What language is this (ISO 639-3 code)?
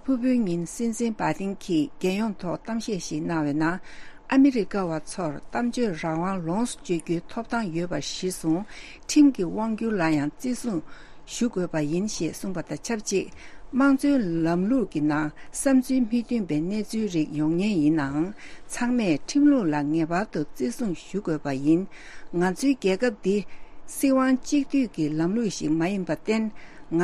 bod